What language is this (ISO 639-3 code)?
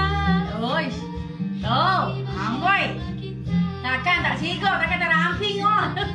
msa